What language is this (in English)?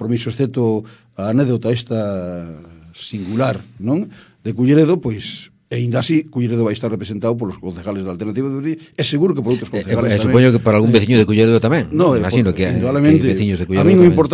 Galician